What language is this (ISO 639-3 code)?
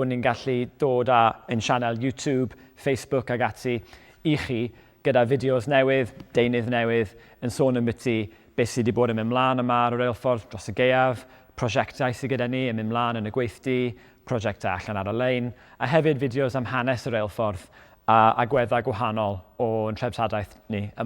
cym